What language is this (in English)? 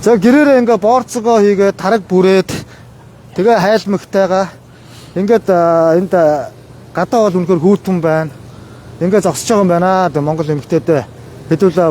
Mongolian